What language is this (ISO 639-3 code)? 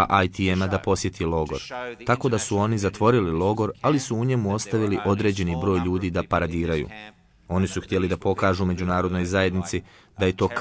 bos